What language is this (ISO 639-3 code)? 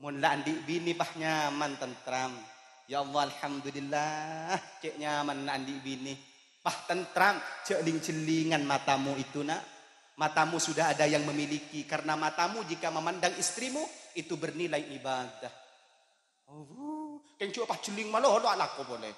mad